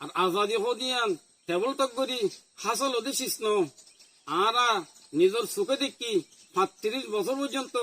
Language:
Rohingya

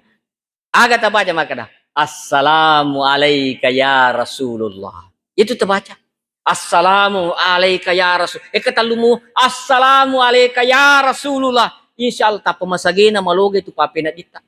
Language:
Buginese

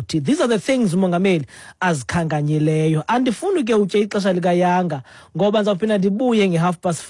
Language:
Xhosa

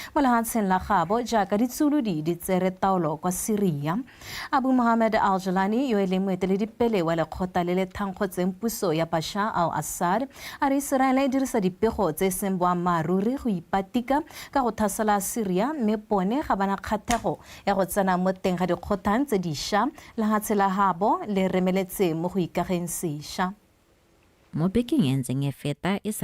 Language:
Tswana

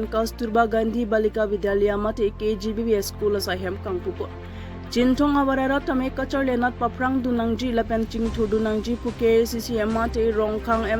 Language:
Karbi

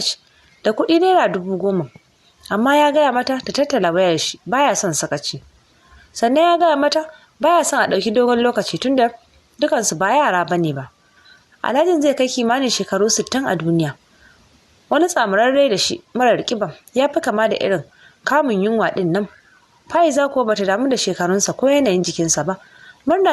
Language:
Hausa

